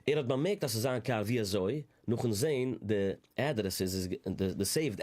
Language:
Yiddish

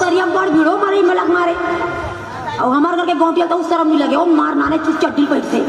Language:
Chhattisgarhi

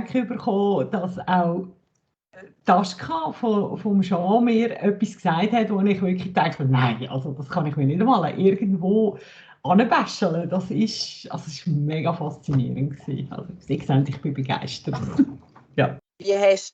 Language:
Swiss German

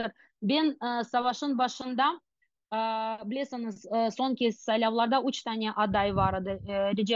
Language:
Crimean Tatar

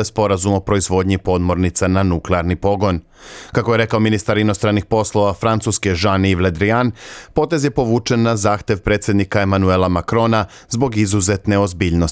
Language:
Serbian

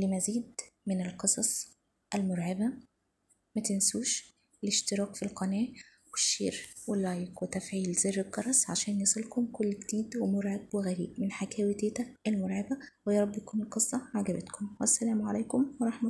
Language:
Egyptian Arabic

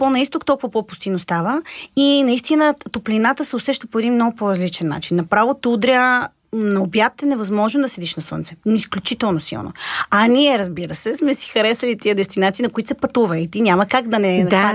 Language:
Bulgarian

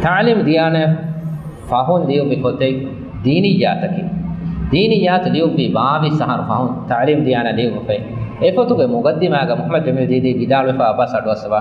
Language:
Divehi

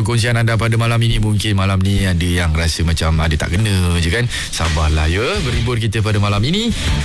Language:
Malay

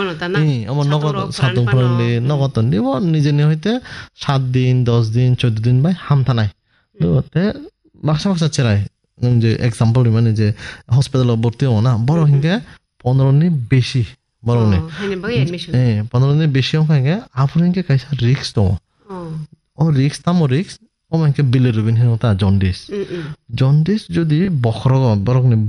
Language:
Bangla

